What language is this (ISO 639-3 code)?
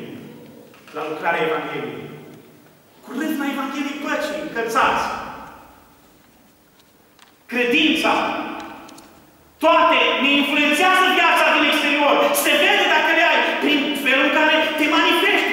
ron